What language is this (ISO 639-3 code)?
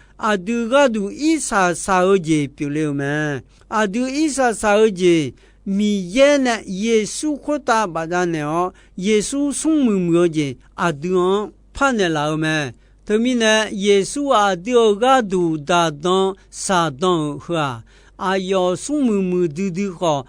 ahk